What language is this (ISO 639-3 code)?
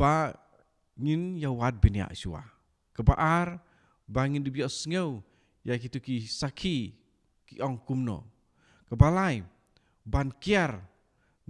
kha